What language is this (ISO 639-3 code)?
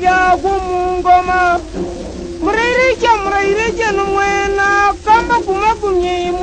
nyn